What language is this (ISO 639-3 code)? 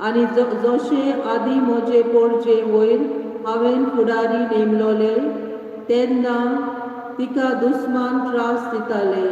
kok